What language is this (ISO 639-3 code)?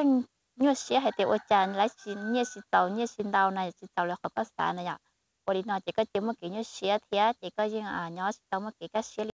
hmn